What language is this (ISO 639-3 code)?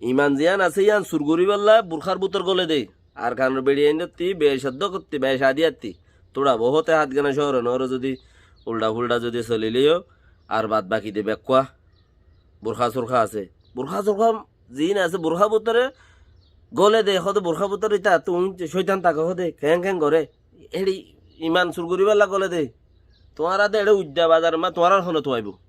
rhg